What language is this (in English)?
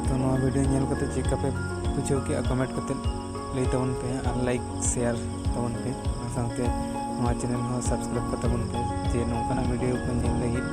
Santali